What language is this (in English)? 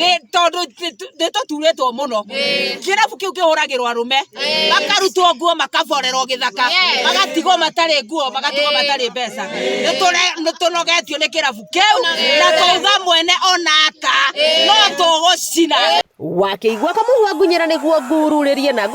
Kikuyu